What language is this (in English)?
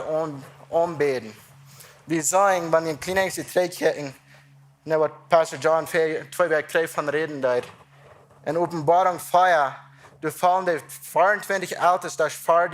Plautdietsch